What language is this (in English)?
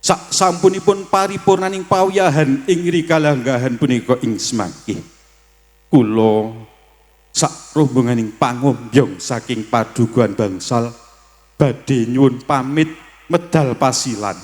Javanese